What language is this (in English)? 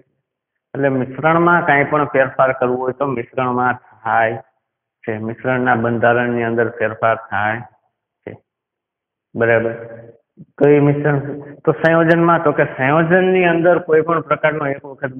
Gujarati